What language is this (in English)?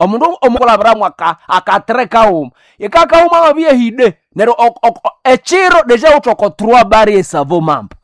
Nande